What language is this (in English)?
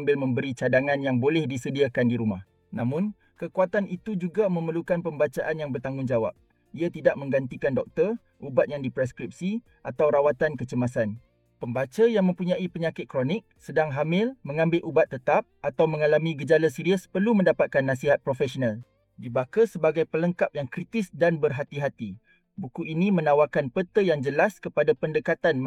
Malay